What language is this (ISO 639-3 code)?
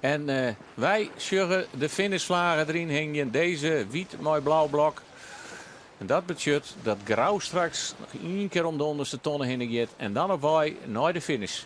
fry